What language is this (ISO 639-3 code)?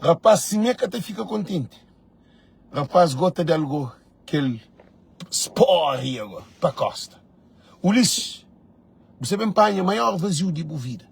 kea